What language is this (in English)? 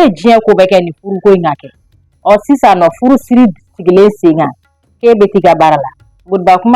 Bambara